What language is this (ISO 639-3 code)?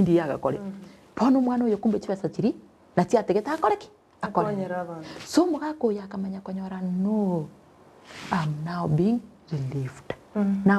guz